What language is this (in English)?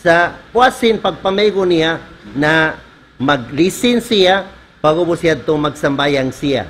Tausug